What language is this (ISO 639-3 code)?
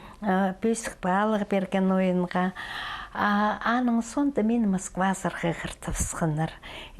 kjh